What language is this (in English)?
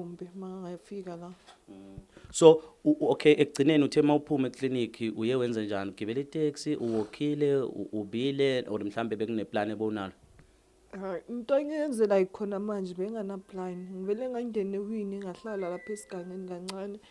Zulu